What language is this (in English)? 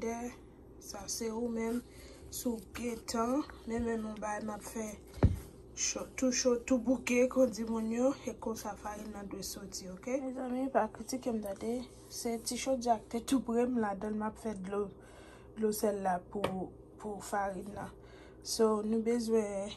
Haitian Creole